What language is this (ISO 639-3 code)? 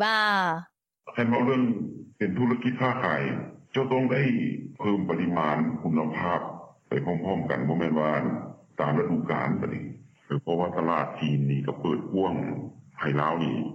lao